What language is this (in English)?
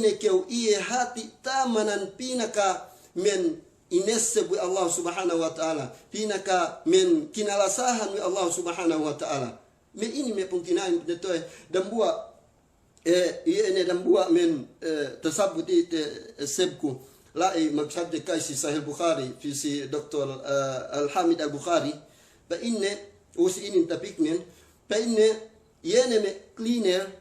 Yakan